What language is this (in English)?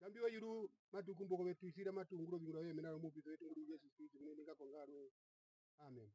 Herero